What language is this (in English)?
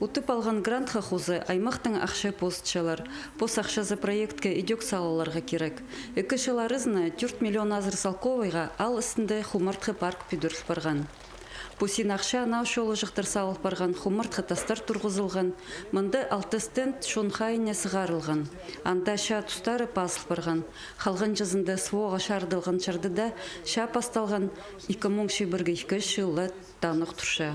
Khakas